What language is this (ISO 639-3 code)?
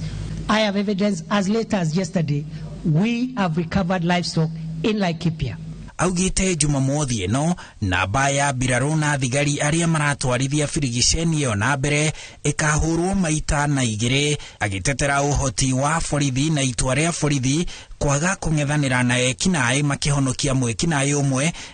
kik